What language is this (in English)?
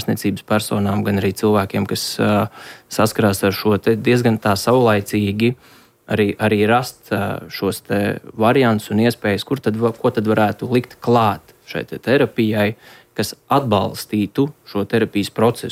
Latvian